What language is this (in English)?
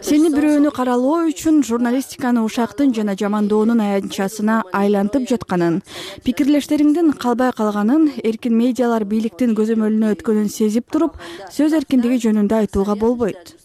Kyrgyz